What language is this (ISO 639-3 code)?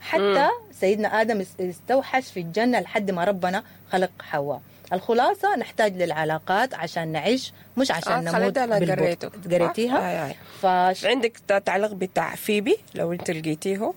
apd